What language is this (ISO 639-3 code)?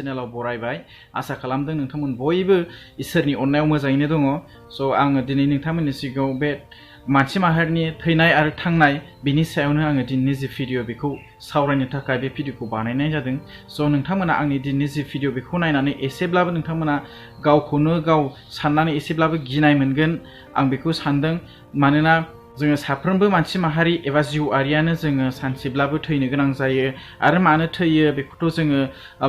brx